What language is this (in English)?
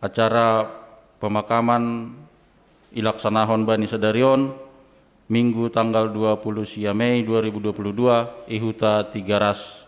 Batak Simalungun